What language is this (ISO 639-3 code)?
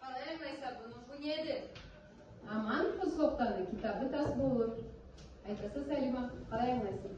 krc